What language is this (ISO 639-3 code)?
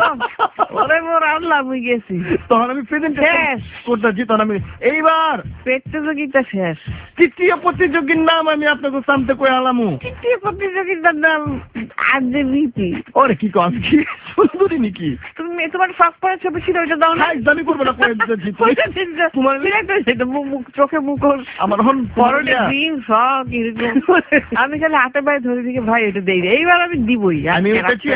ben